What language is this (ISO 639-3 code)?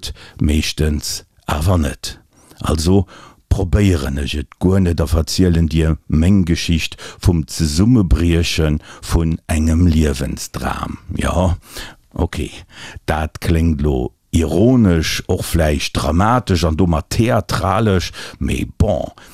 ltz